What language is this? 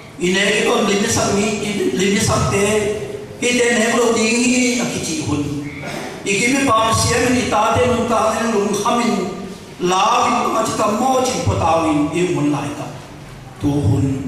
Tedim Chin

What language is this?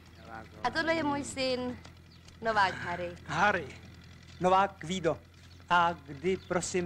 Czech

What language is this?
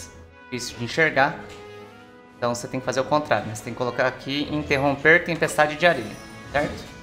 Portuguese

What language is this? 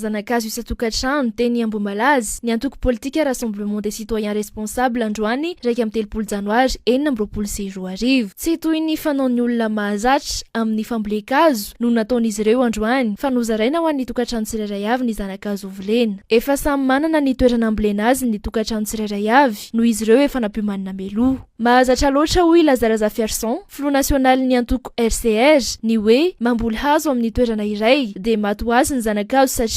Malagasy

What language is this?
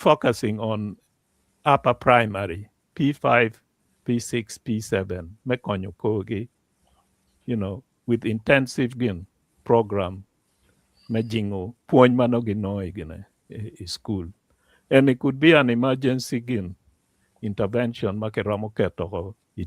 Acoli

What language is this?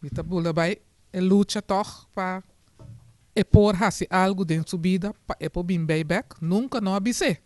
Papiamento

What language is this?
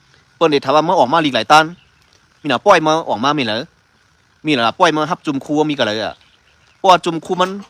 Shan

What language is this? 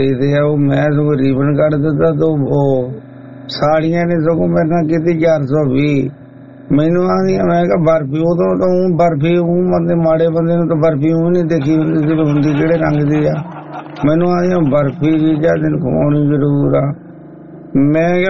Punjabi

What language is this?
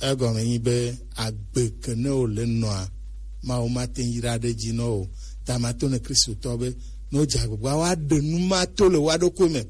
Gen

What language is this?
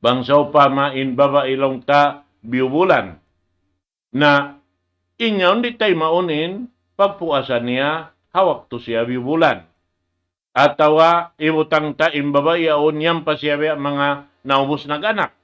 Tausug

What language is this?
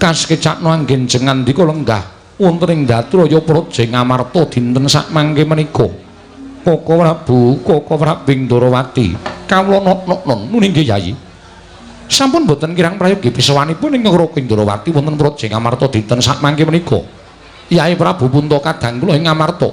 Javanese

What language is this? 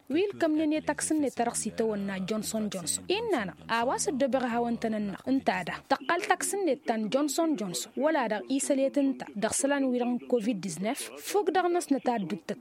Tamasheq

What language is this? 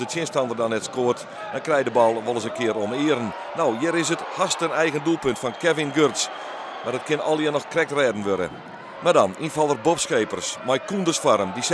Western Frisian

